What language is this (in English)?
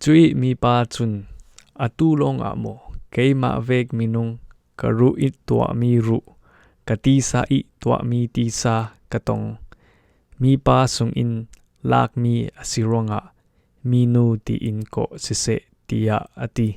Falam Chin